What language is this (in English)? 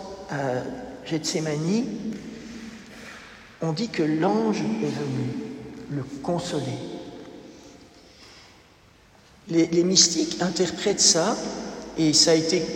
French